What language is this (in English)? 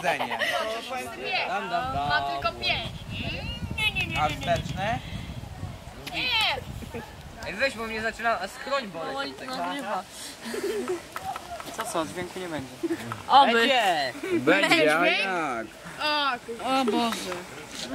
Polish